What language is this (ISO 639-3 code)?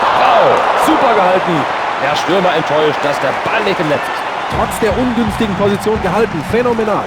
bar